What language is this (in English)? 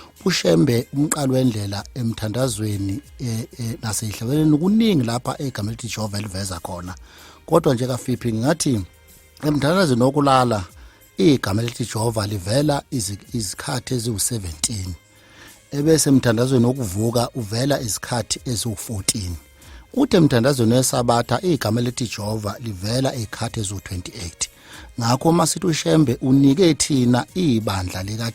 Zulu